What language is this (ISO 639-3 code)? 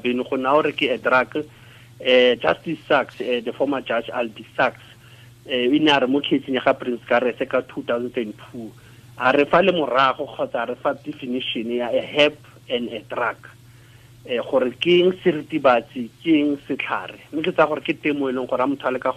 tsn